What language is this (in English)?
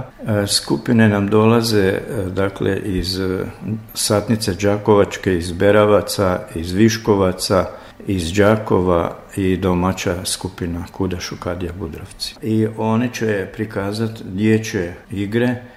Croatian